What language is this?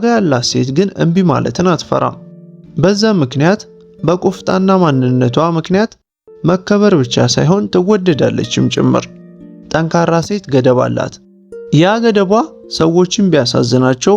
Amharic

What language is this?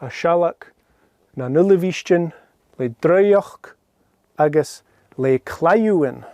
Scottish Gaelic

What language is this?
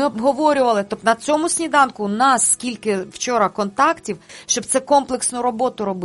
Ukrainian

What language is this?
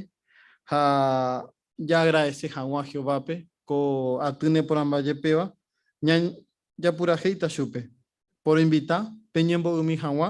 Guarani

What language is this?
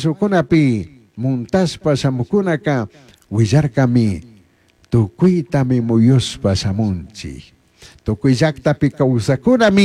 Chimborazo Highland Quichua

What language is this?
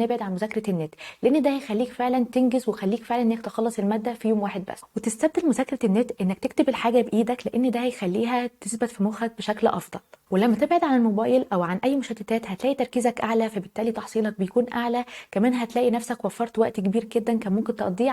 Egyptian Arabic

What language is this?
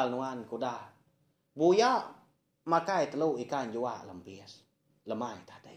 Iban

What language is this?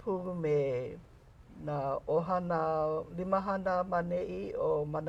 Hawaiian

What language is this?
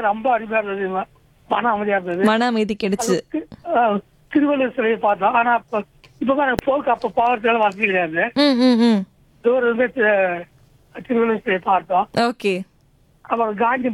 Tamil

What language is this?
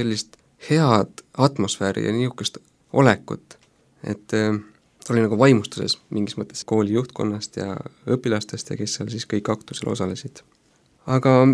Estonian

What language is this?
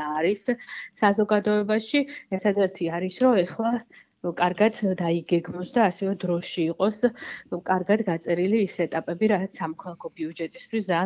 Georgian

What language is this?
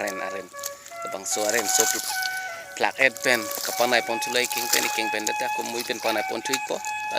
Karbi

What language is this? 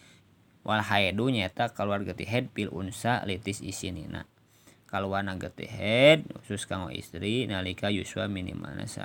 Sundanese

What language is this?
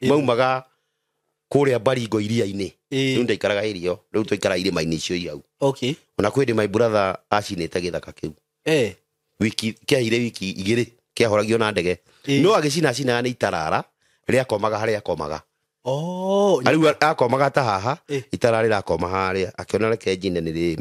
Kikuyu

